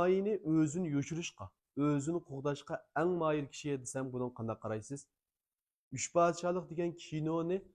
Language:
Uyghur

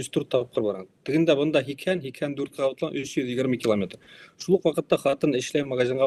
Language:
Bashkir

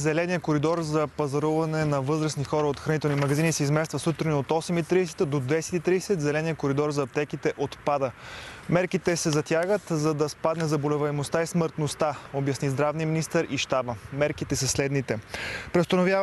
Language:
Bulgarian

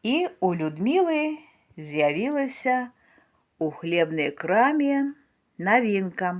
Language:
Belarusian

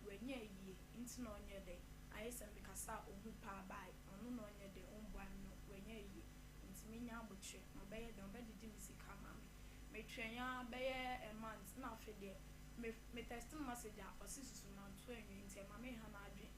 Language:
Akan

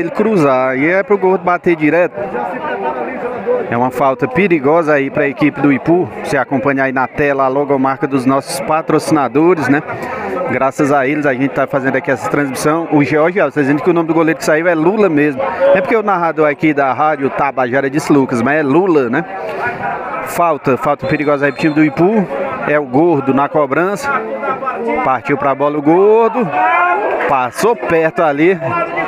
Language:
Portuguese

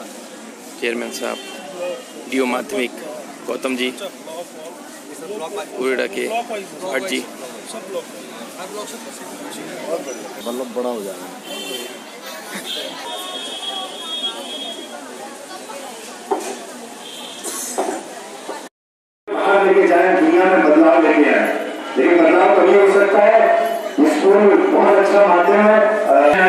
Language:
Hindi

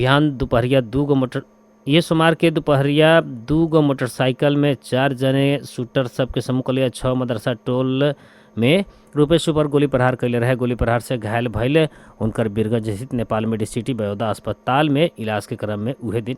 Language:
Bhojpuri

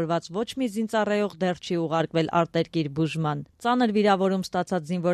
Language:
Armenian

